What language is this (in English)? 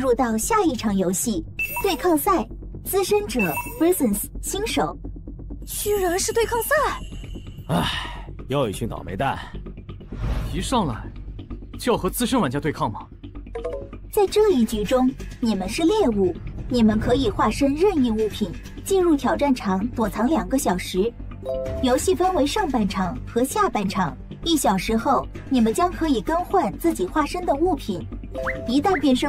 Chinese